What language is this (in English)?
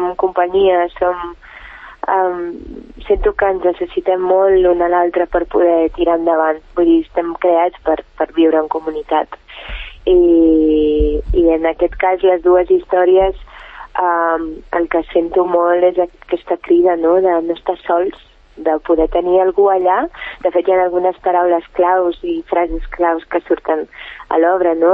Catalan